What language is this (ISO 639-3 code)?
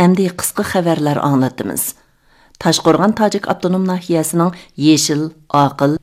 uig